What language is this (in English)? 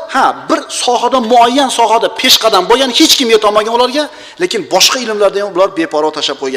Uzbek